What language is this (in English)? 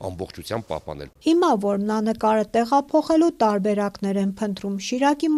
Armenian